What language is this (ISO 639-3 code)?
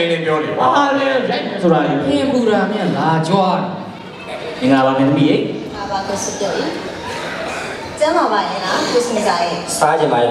mya